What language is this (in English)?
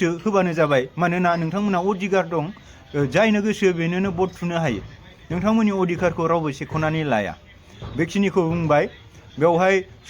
Bodo